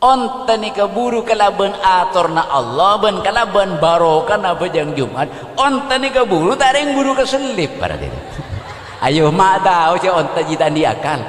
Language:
Madurese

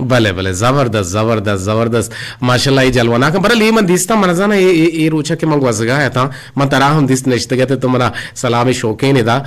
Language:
Eastern Balochi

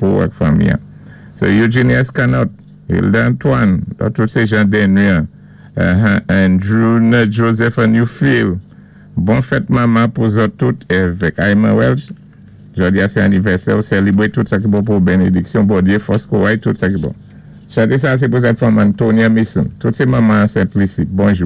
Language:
Saint Lucian Creole French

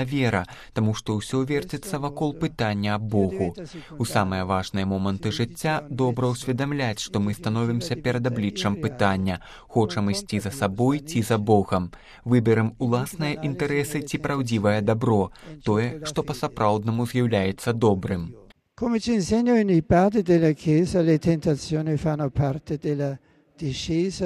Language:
Belarusian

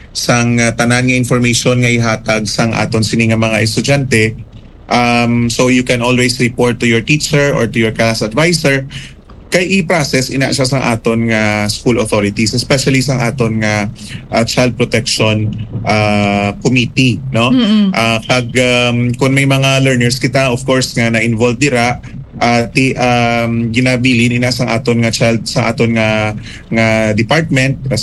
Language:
Hiligaynon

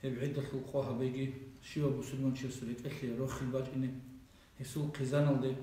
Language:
Avaric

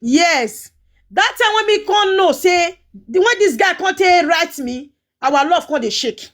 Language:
Nigerian Pidgin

